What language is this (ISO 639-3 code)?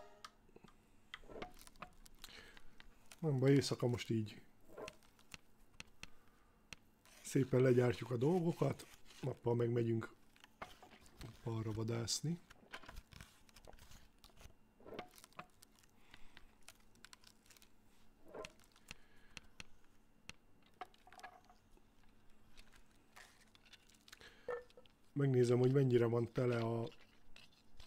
hun